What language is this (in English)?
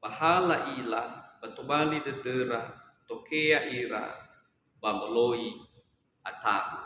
Nias